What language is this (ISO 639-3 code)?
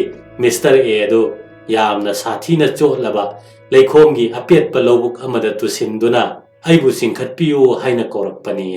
mni